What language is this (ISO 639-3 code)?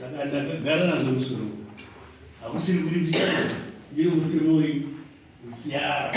sna